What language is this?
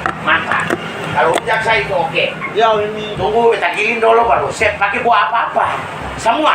Ambonese Malay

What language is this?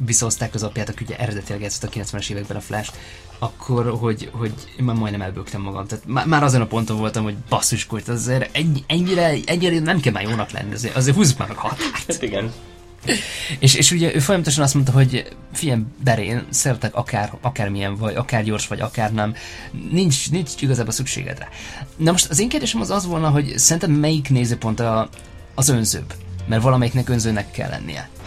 Hungarian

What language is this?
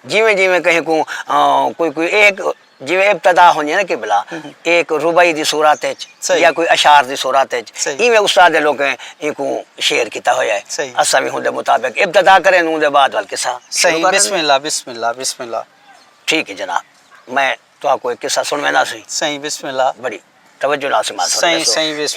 Saraiki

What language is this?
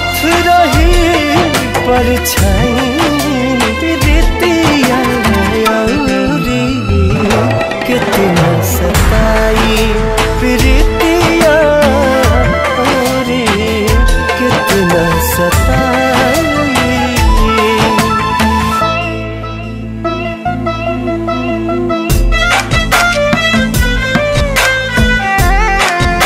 Bhojpuri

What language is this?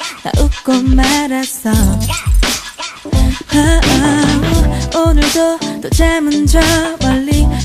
Korean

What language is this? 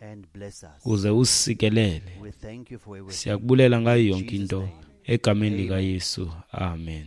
Xhosa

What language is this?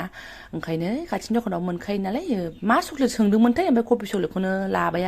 Bodo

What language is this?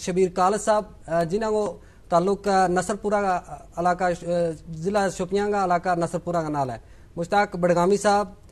Gujari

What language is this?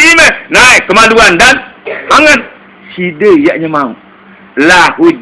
Sasak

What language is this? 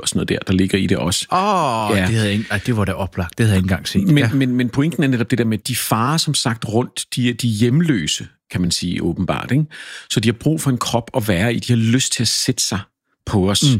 Danish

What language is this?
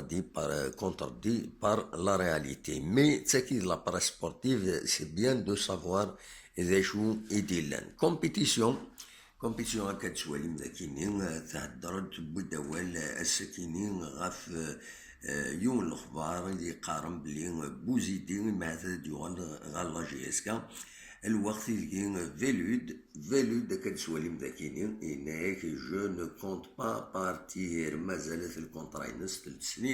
Kabyle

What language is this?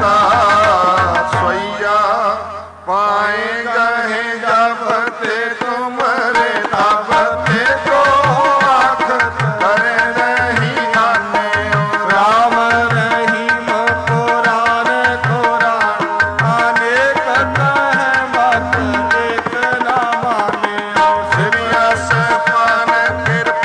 Punjabi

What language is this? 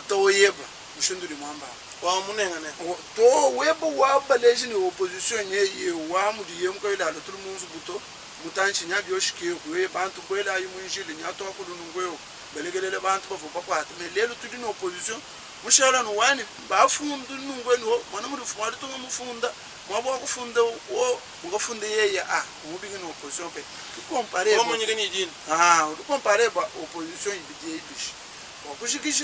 Luba-Lulua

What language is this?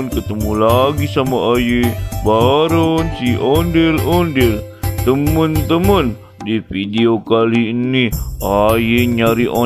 Betawi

